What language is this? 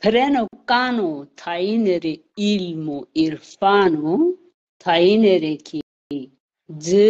Zaza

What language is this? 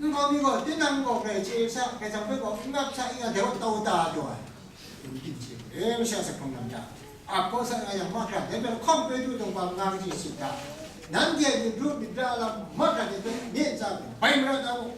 Kachin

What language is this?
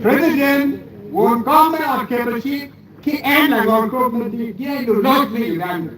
Acoli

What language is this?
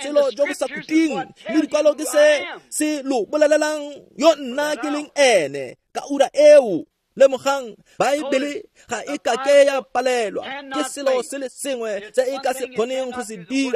Tswana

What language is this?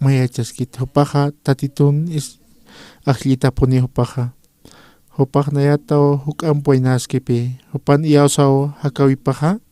Aymara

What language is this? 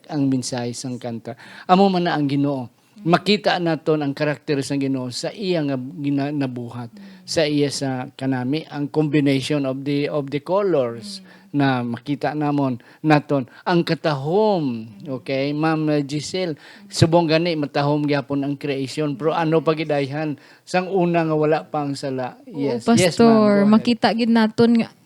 Hiligaynon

